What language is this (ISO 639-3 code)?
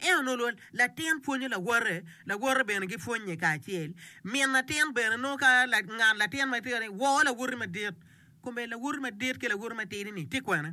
ach